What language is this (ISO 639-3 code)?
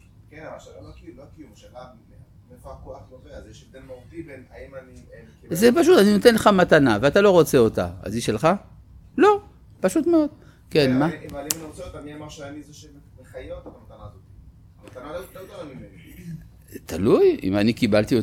heb